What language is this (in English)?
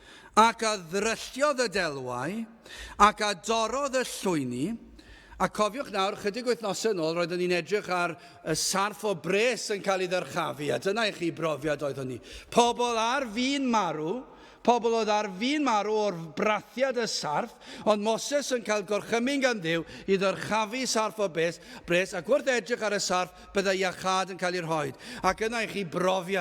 Welsh